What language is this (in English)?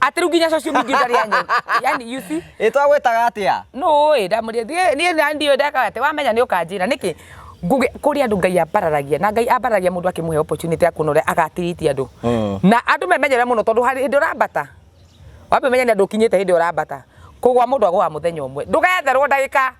Kikuyu